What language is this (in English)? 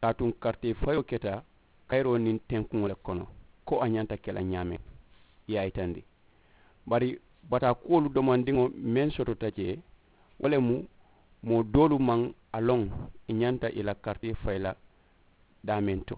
Mandingo